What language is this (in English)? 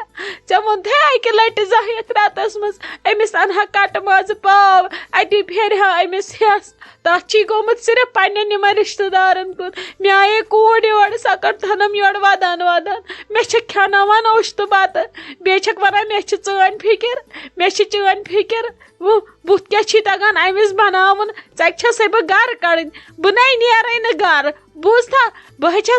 Kashmiri